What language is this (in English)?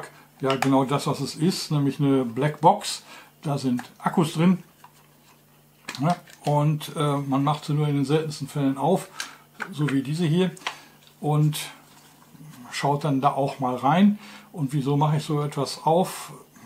German